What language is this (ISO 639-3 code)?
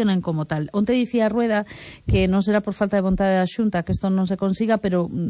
glg